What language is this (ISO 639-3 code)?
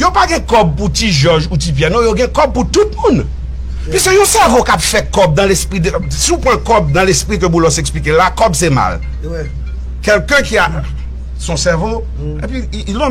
hat